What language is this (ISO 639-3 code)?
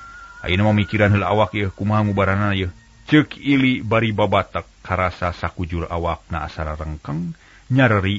sun